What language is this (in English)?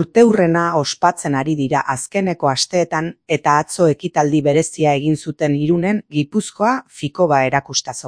Basque